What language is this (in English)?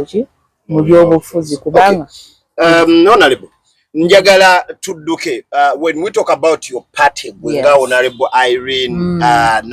Ganda